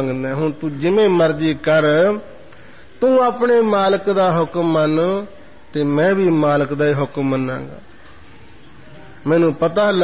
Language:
Punjabi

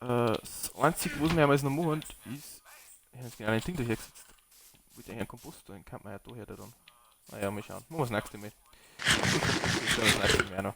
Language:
Bavarian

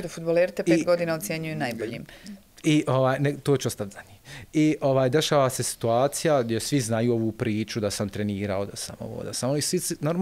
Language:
Bosnian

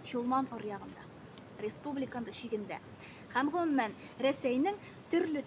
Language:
Tatar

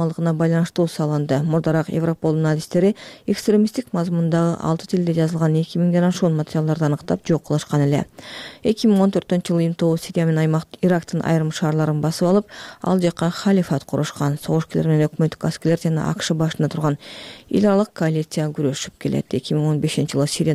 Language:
Kyrgyz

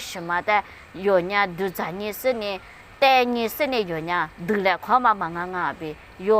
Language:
Lisu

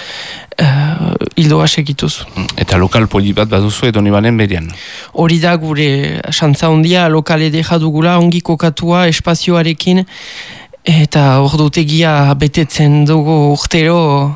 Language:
Basque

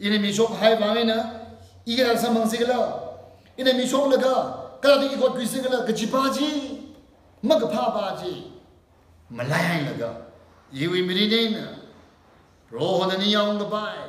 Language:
Tangkhul Naga (India)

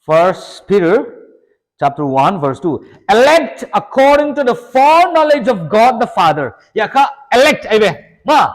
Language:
Paite Chin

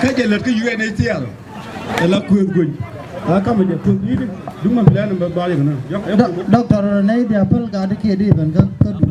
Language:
Nuer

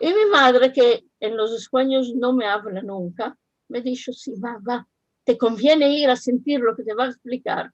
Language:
Ladino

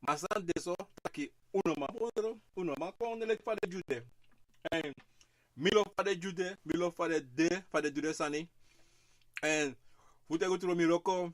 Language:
Sranan Tongo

